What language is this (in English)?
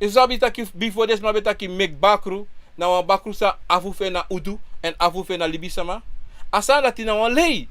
Sranan Tongo